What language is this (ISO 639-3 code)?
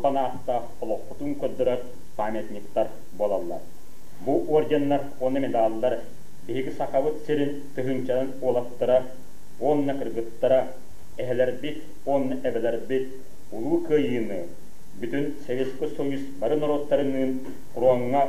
sah